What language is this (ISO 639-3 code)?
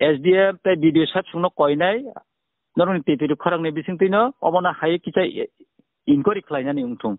trp